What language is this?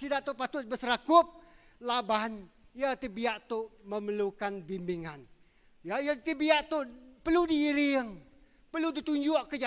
Iban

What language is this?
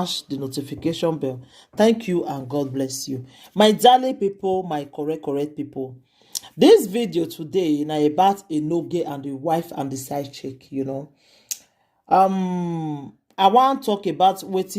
Nigerian Pidgin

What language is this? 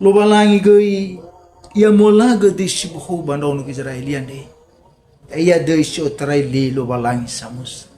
Nias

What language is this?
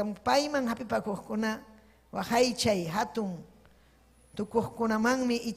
Ayacucho Quechua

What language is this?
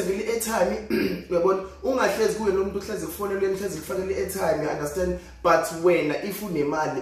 Zulu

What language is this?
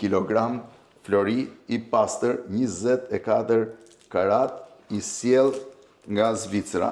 Albanian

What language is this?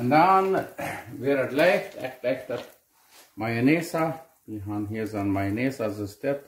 Plautdietsch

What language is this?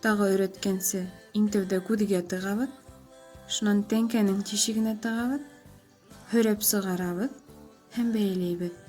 Bashkir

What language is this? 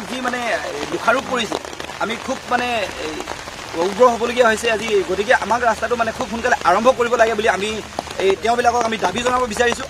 Assamese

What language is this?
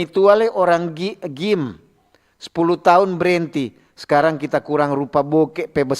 Manado Malay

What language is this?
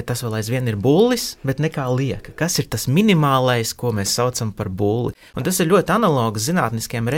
Latvian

